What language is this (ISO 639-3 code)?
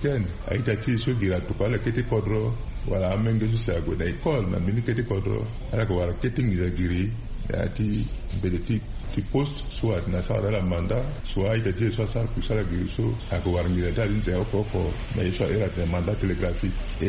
sag